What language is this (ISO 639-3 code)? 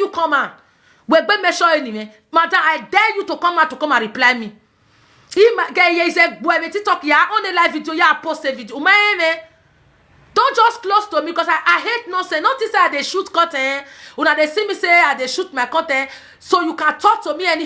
pcm